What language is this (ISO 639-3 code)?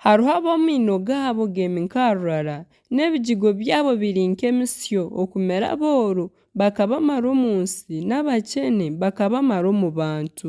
nyn